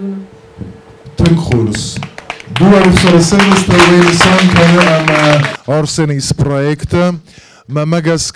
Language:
Ossetic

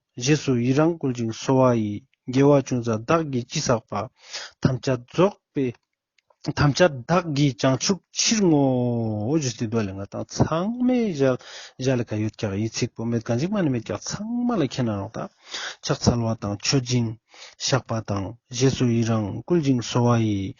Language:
Ladakhi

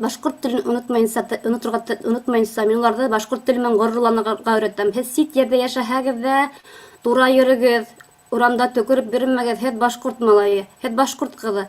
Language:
Bashkir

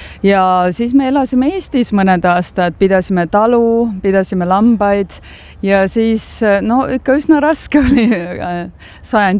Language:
Estonian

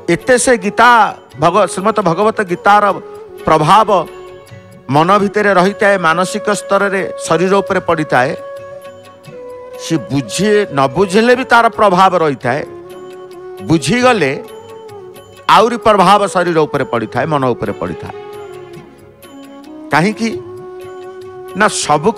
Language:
Odia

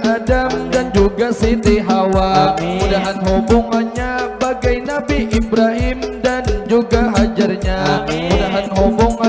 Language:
Banjar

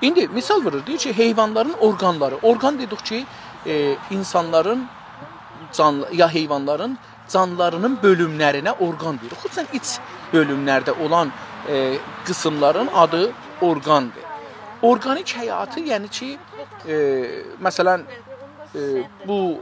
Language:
South Azerbaijani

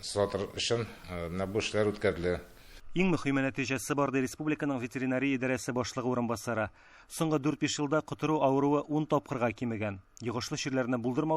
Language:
Tatar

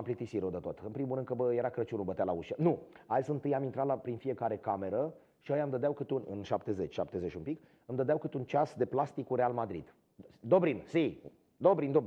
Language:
Romanian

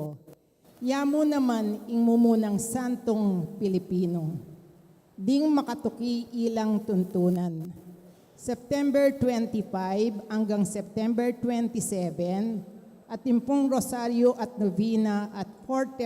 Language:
Pampanga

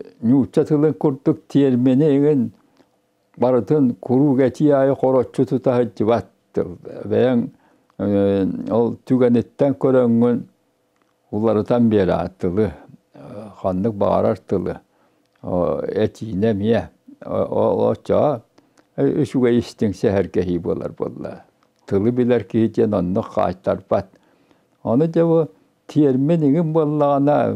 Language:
Yakut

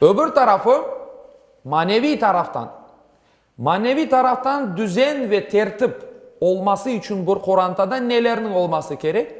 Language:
Crimean Tatar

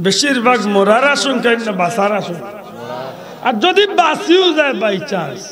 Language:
Sylheti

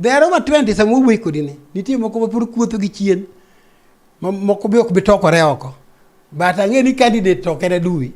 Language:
Luo (Kenya and Tanzania)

